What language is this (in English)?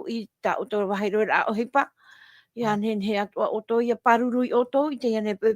Tahitian